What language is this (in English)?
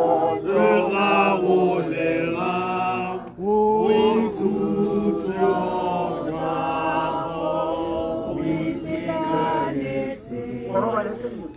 Tswana